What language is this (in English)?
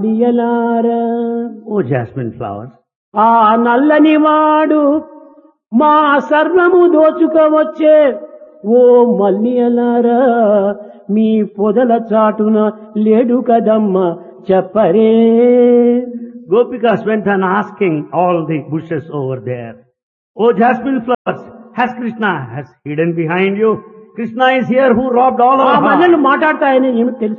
Telugu